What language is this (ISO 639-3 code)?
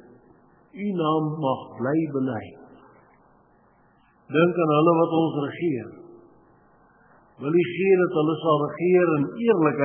afr